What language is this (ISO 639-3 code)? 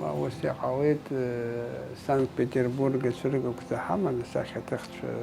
abk